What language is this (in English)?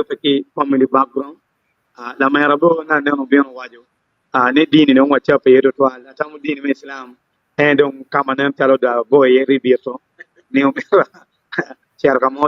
Acoli